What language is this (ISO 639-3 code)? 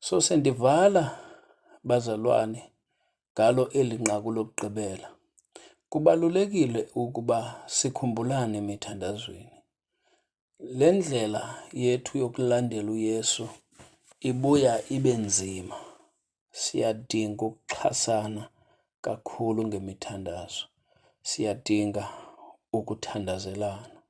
xho